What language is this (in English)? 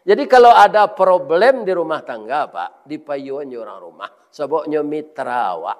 Minangkabau